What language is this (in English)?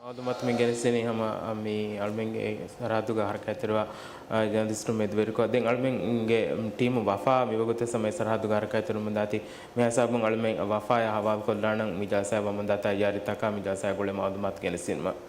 Divehi